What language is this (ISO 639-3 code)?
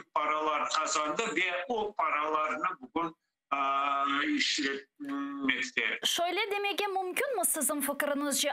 crh